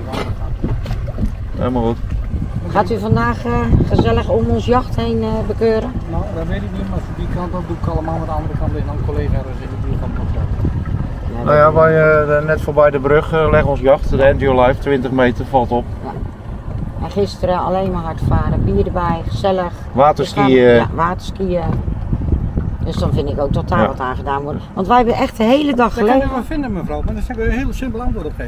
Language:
Dutch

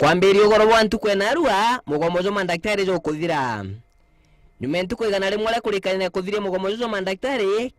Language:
Meru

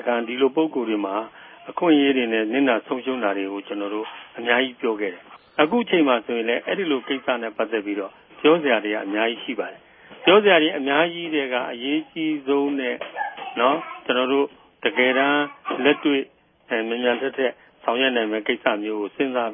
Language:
Burmese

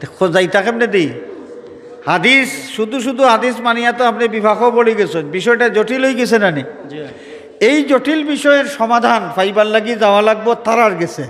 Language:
Sylheti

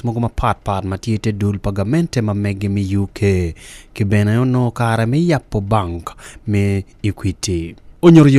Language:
Acoli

